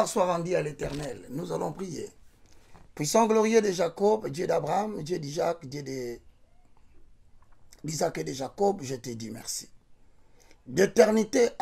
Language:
French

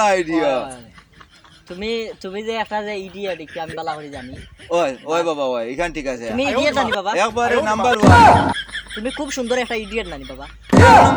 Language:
Sylheti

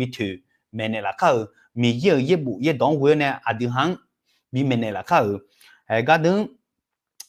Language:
Akha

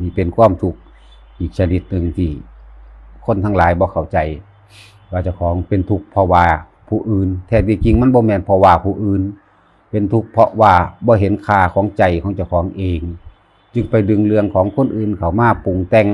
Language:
Northeastern Thai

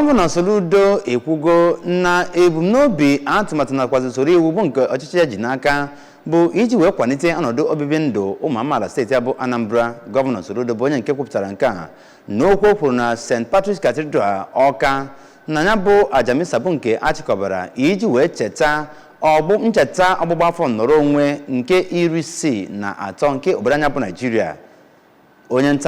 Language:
Igbo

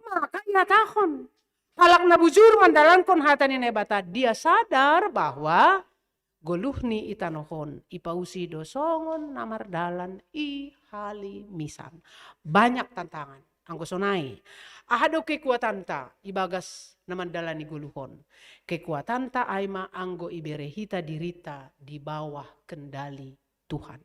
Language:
Batak Simalungun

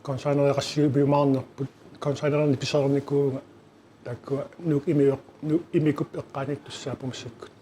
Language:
Kalaallisut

